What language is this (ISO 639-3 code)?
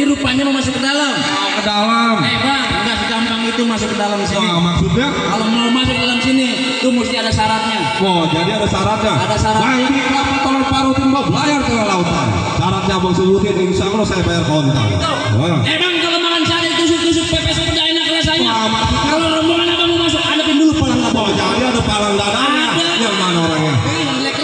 bew